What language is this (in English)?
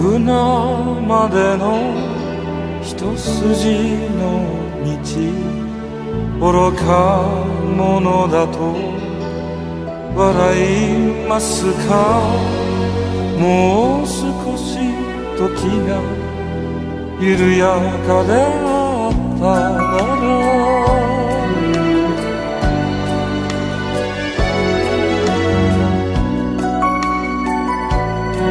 Japanese